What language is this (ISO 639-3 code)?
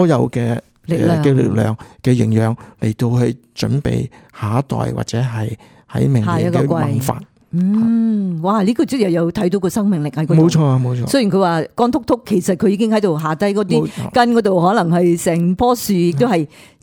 yue